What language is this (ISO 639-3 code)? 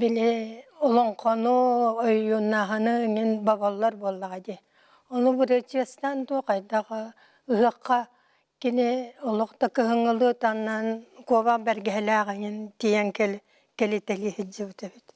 sah